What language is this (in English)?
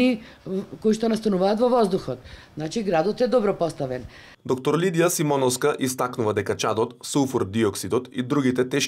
Macedonian